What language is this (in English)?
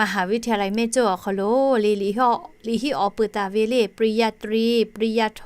Lahu